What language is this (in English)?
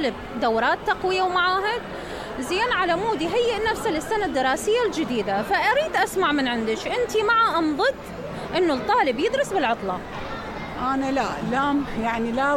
Mesopotamian Arabic